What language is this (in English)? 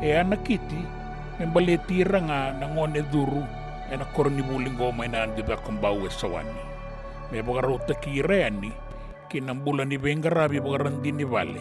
Fijian